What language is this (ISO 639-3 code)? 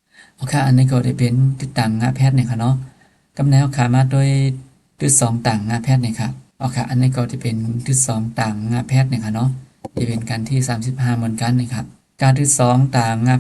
shn